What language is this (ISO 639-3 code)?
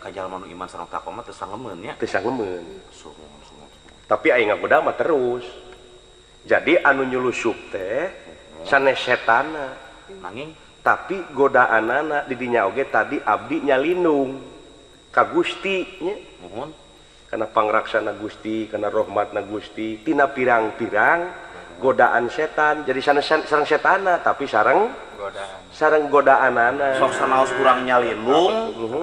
sun